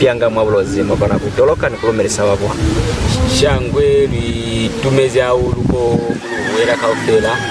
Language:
Lozi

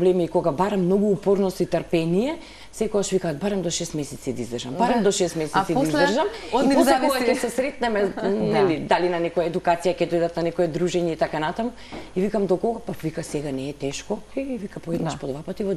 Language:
Macedonian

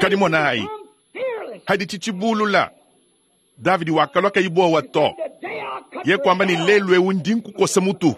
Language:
Luba-Lulua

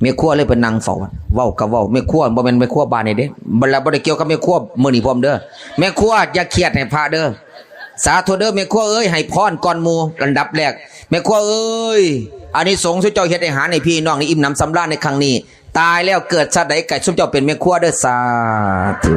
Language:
Northeastern Thai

